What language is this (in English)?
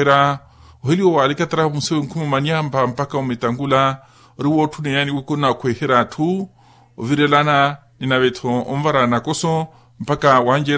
Makhuwa